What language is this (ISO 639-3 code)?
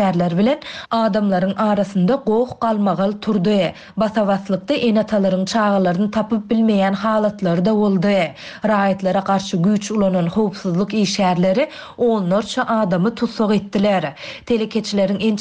tuk